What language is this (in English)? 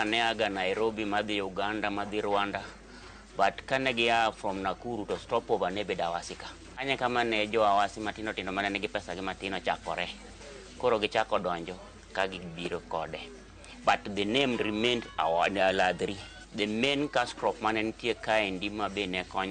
Luo (Kenya and Tanzania)